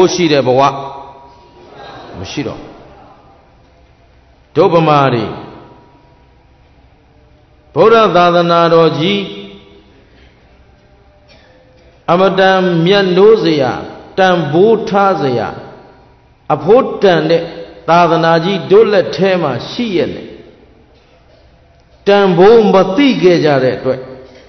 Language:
Burmese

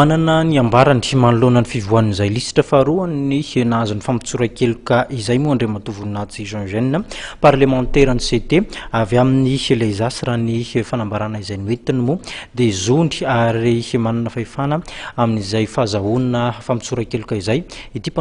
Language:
Malagasy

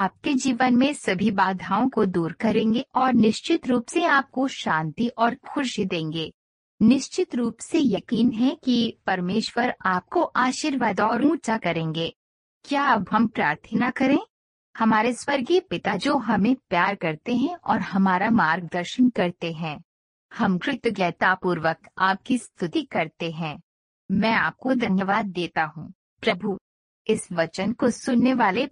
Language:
Hindi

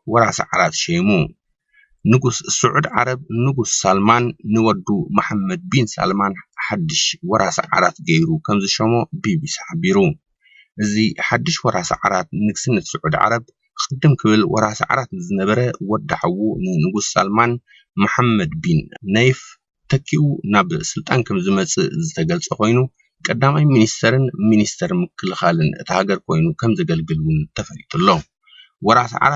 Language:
Tigrinya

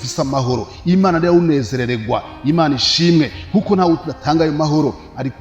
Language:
Rundi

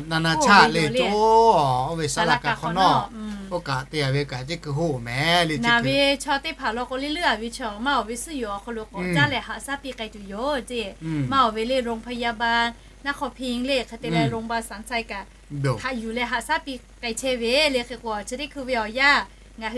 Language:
Lahu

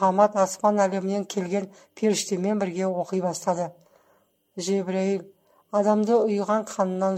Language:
Kazakh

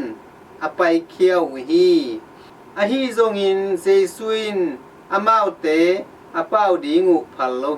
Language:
Tedim Chin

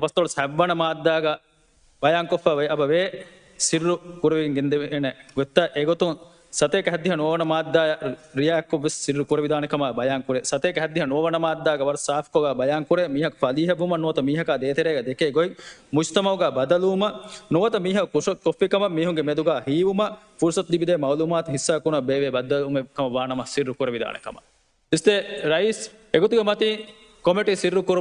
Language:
Divehi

